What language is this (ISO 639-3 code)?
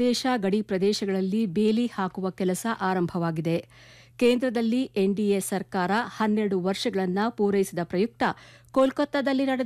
kan